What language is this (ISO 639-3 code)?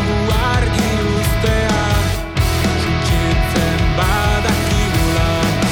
eus